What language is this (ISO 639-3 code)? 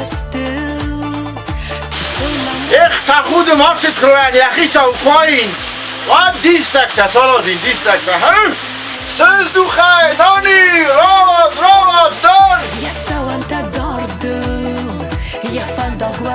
oss